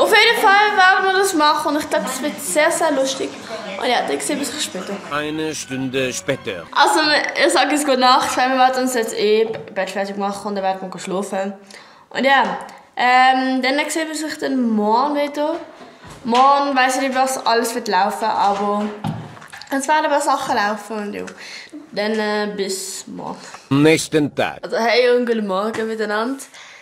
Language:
Swiss German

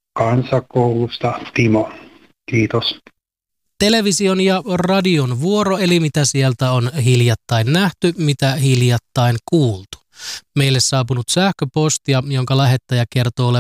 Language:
Finnish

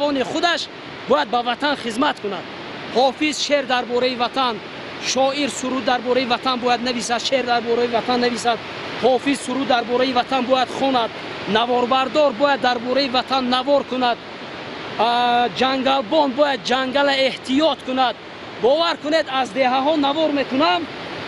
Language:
Tajik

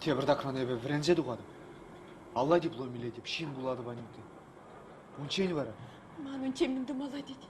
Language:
Chuvash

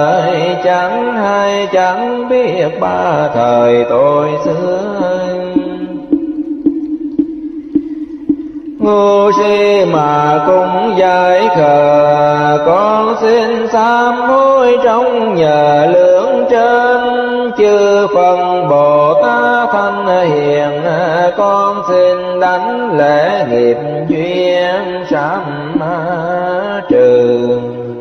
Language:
Vietnamese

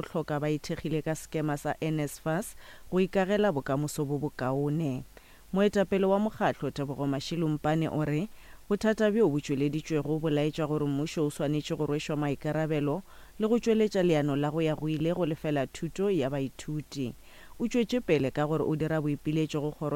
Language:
Northern Sotho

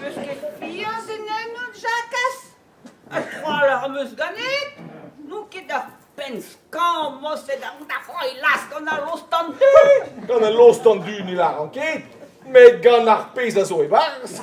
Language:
Breton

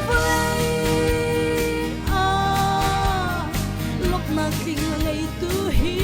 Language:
Hakha Chin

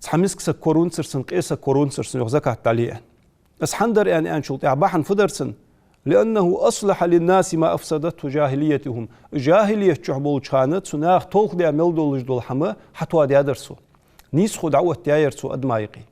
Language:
Ingush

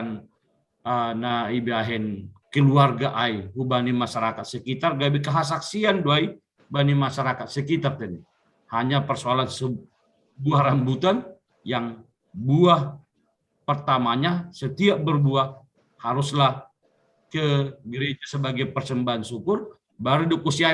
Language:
Batak Simalungun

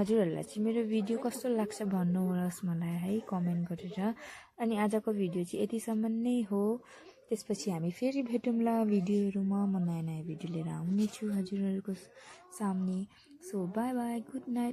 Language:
Nepali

